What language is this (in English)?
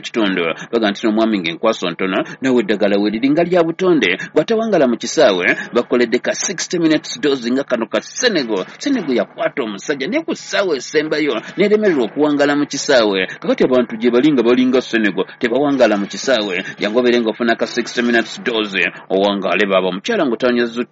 Ganda